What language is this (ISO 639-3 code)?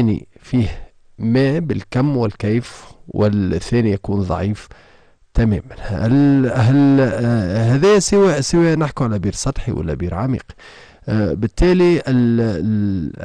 aeb